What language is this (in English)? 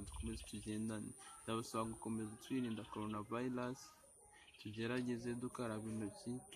Kinyarwanda